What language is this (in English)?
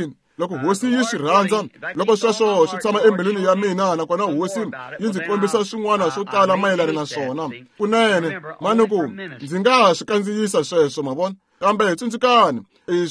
Tsonga